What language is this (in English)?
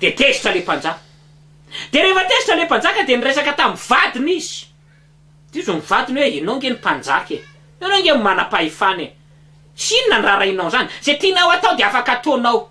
Malagasy